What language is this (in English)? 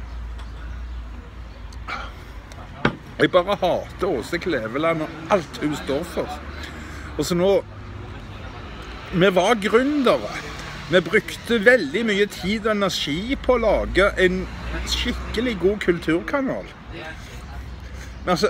Norwegian